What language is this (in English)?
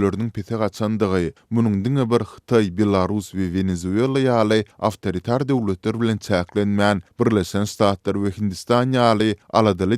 Turkmen